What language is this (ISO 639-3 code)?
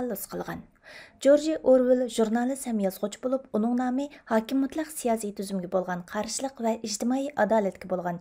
uig